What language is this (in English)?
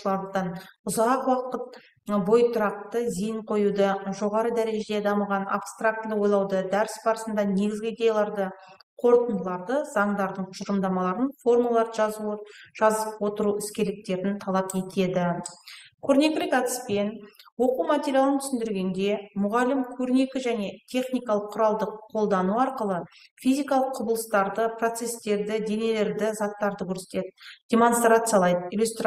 Kazakh